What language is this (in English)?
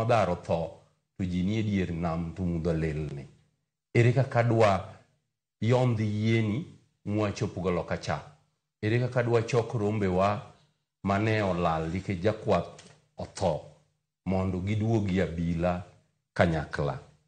Luo (Kenya and Tanzania)